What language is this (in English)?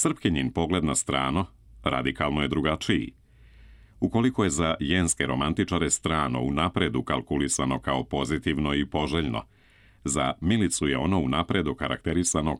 Serbian